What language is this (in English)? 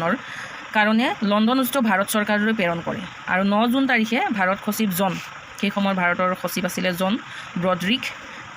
Assamese